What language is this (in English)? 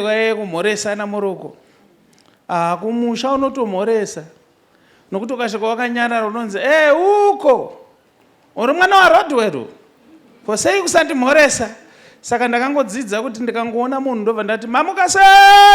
Shona